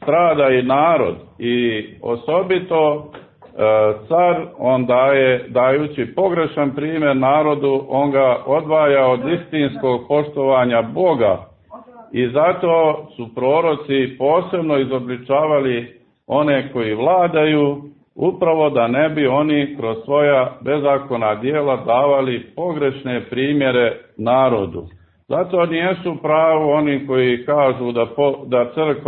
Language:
Serbian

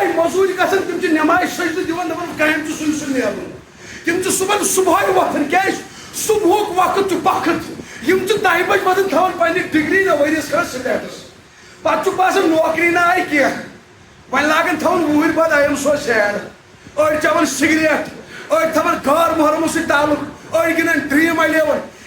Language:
Kashmiri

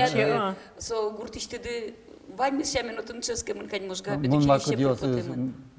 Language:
Udmurt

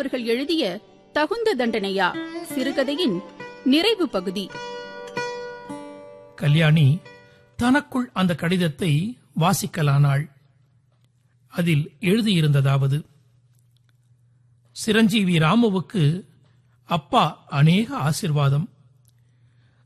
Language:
Tamil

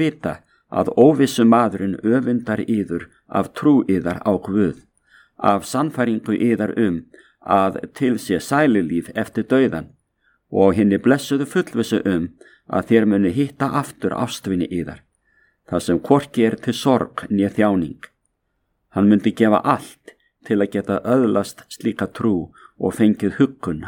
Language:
Icelandic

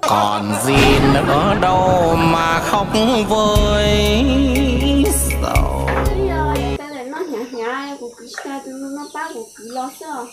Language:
Hmong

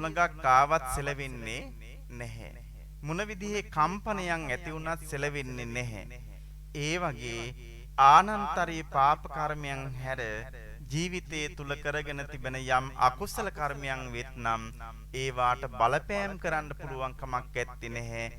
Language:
Sinhala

